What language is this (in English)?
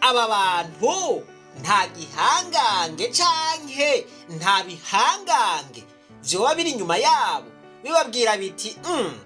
Rundi